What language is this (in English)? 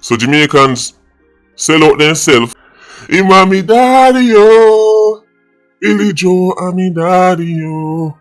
Jamaican Creole English